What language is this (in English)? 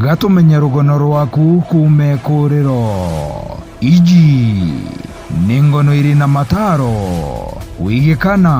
Meru